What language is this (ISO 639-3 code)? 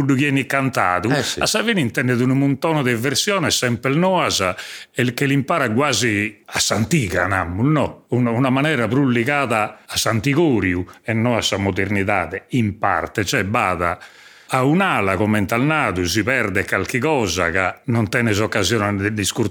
srd